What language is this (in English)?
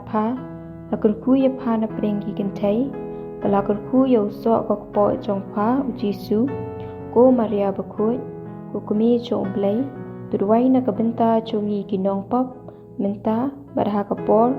Khasi